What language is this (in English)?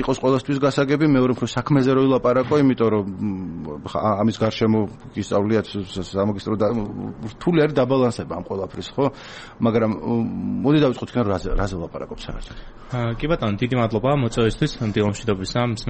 Georgian